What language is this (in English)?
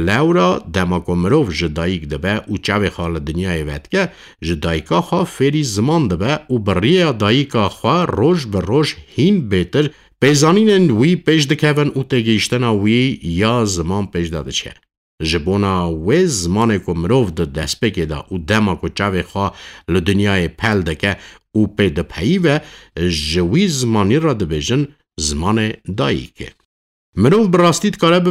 Kurdish